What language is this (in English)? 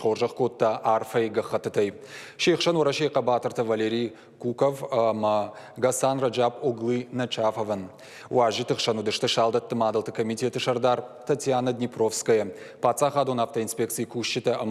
Ossetic